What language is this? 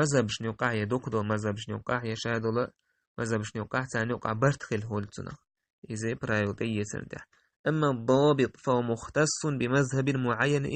Chechen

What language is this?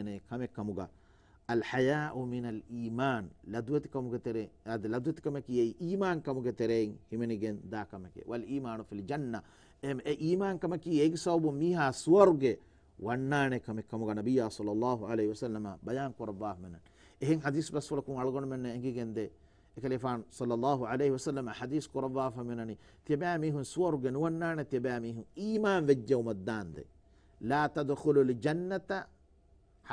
Divehi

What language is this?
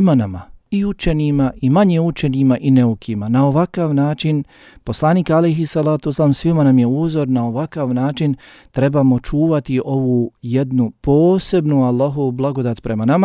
Bosnian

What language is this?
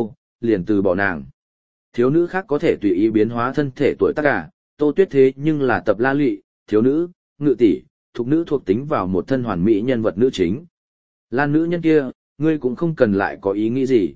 Vietnamese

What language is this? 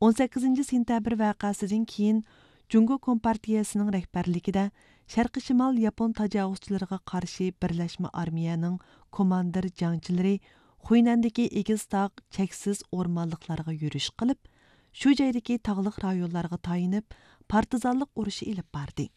Uyghur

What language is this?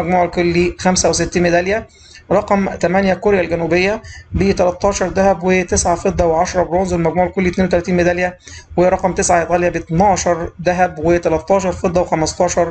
Egyptian Arabic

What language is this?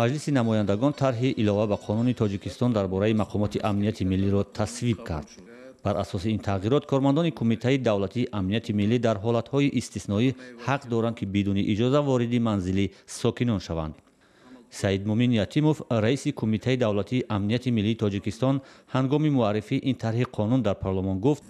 Tajik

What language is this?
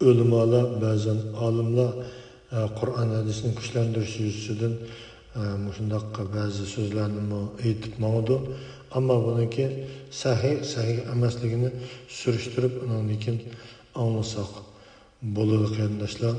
Uyghur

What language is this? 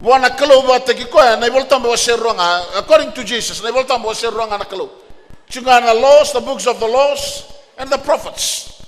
Fijian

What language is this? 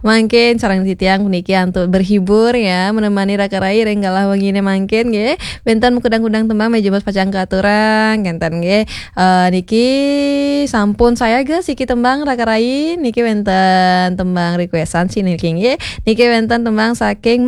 Balinese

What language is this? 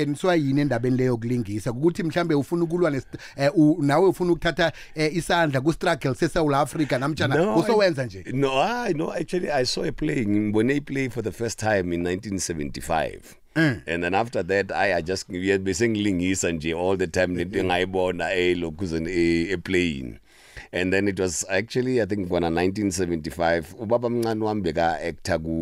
South Ndebele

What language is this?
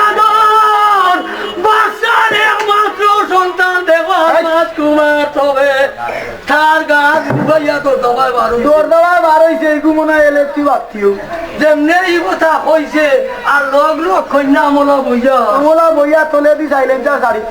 Sylheti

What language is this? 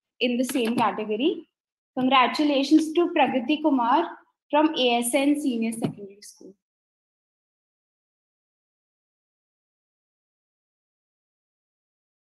English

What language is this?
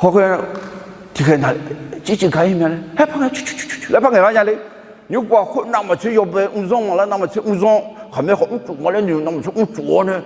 Akha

